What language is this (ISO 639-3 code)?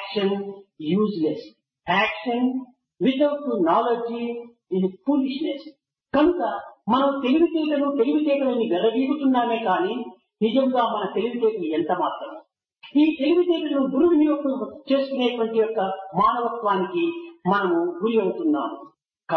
tel